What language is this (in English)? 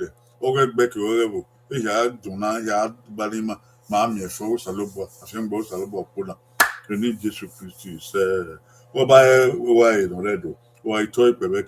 Bini